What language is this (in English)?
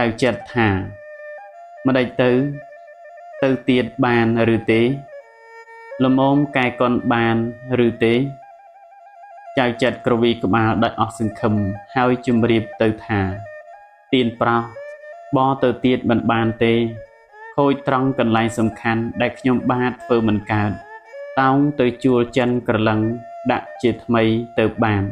Khmer